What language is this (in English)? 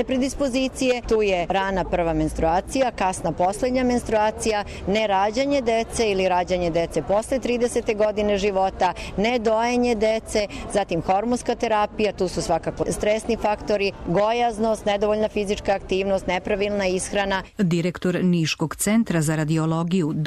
Serbian